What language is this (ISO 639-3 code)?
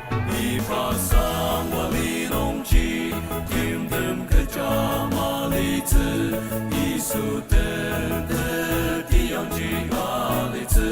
njo